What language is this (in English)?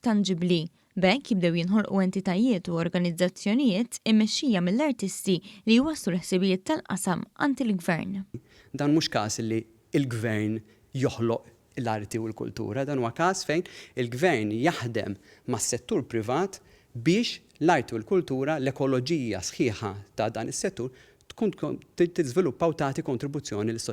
Maltese